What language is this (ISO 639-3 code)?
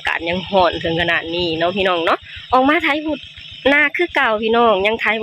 lao